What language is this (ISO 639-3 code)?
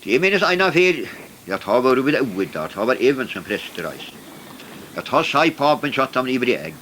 fao